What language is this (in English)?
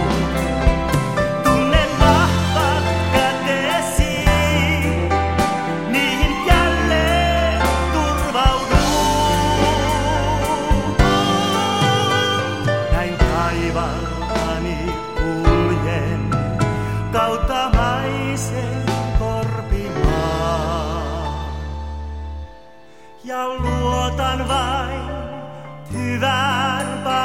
Finnish